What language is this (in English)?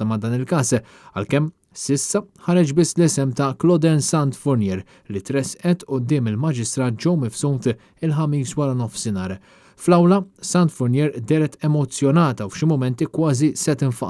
Maltese